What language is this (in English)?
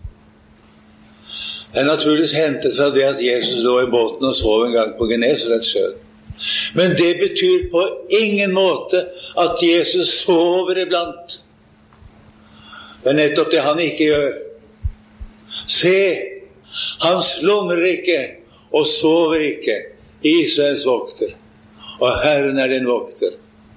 Norwegian